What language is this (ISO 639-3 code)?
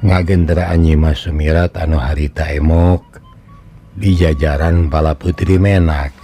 sun